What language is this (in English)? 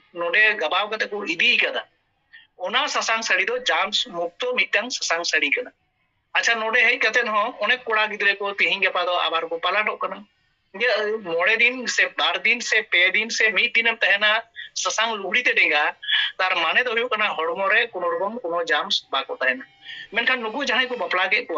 Santali